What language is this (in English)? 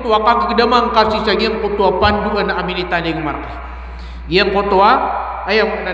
Maranao